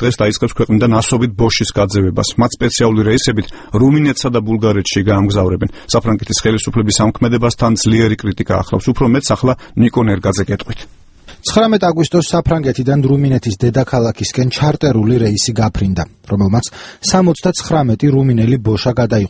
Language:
Georgian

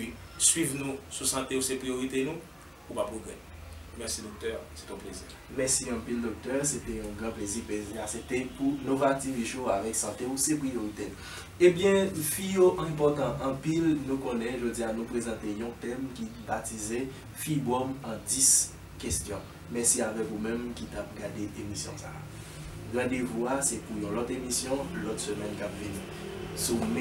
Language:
Haitian Creole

